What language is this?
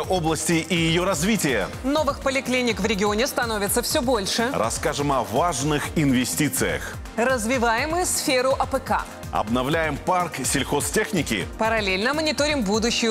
Russian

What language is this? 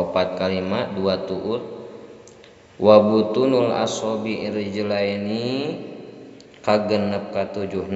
Sundanese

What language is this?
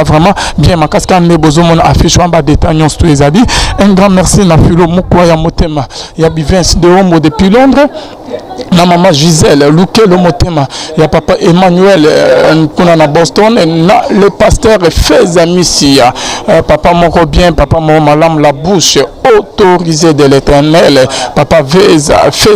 Lingala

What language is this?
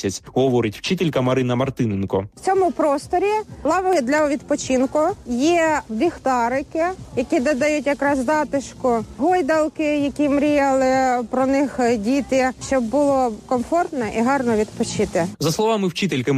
Ukrainian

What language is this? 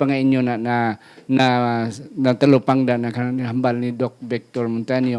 Hiligaynon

